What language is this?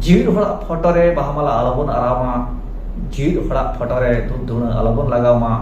Santali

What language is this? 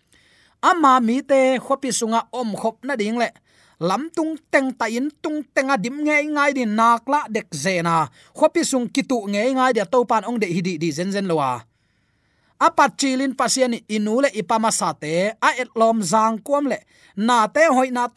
Tedim Chin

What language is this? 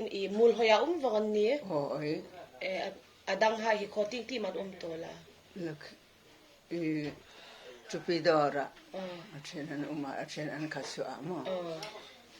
Hmar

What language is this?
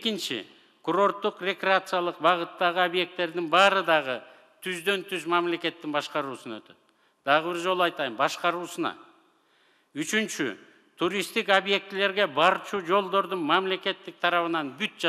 Kyrgyz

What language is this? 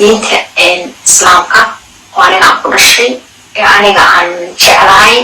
Somali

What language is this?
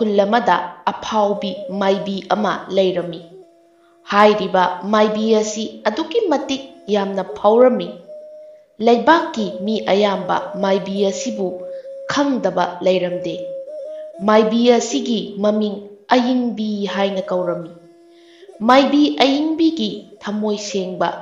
Manipuri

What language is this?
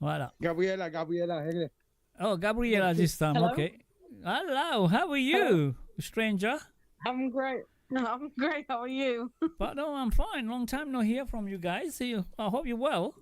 Morisyen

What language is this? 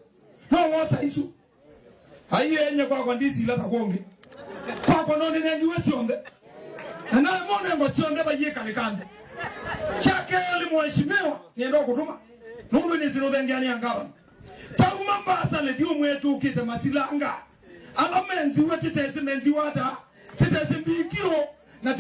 Kamba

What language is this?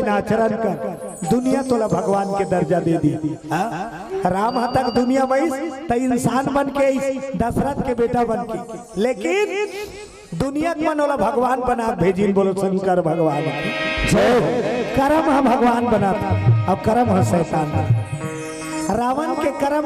Chhattisgarhi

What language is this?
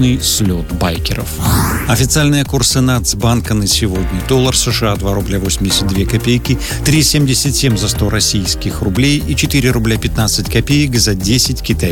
Russian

